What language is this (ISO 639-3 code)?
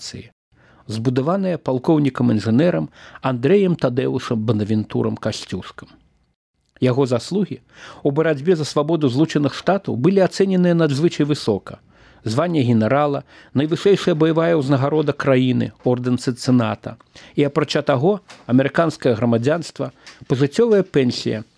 bel